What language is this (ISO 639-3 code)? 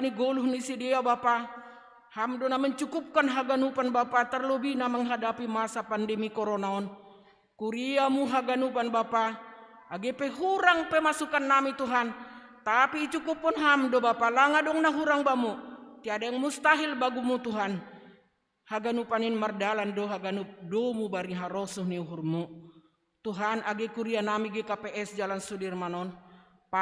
bts